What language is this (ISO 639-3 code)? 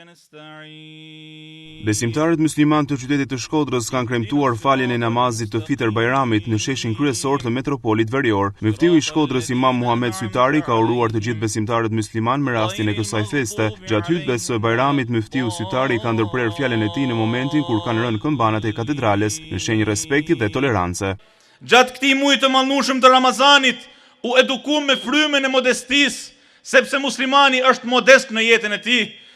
sqi